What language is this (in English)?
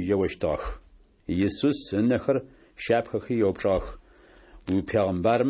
Adyghe